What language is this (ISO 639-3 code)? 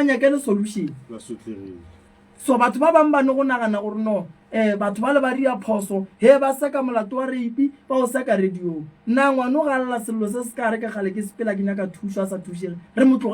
nso